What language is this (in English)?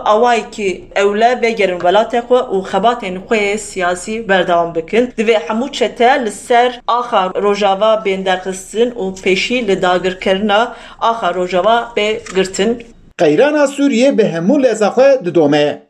Kurdish